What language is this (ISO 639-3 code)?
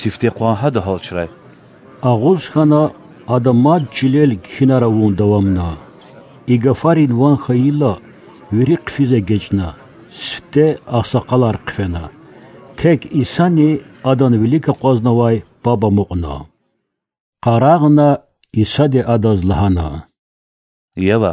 lez